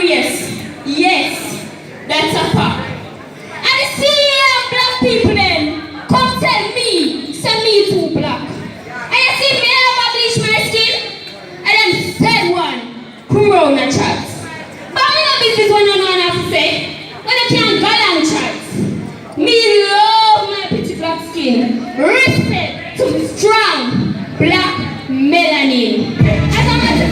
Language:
Jamaican Creole English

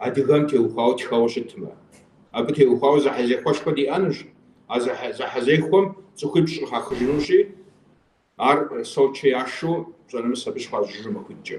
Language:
Kabardian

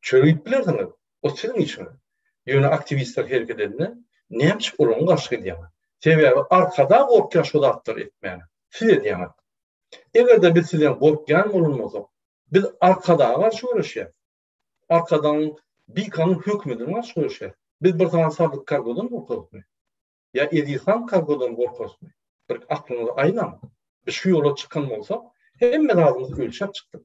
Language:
Turkmen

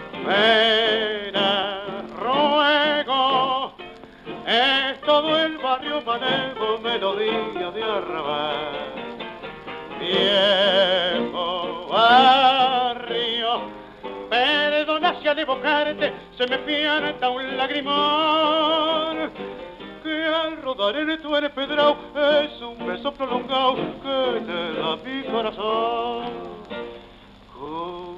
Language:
Spanish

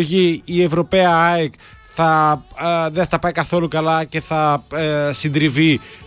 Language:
Greek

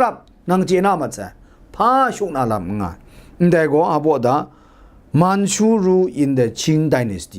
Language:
Kachin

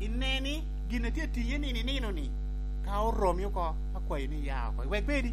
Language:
Lango (Uganda)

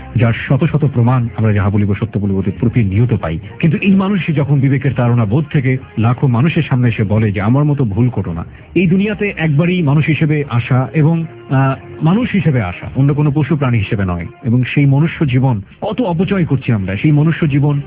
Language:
Bangla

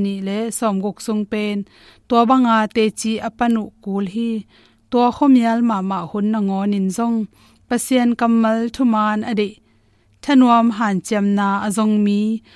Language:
Tedim Chin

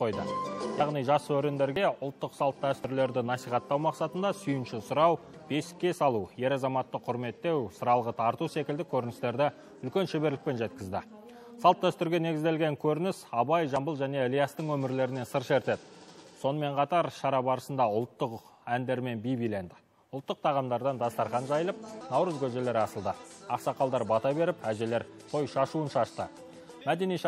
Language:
Kazakh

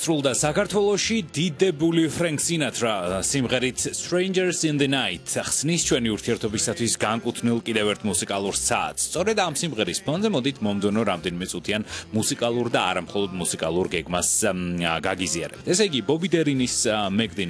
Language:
Georgian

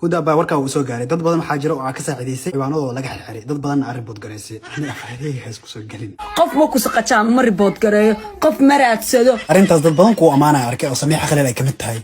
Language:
Somali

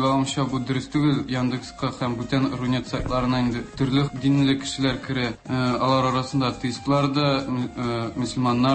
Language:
Tatar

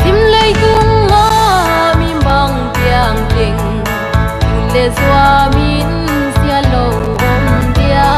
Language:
Paite Chin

